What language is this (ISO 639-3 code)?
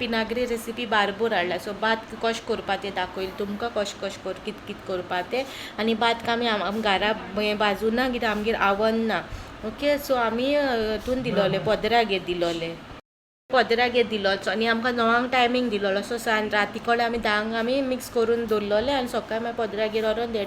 kok